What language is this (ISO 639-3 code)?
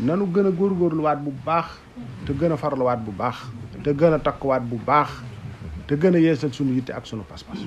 wol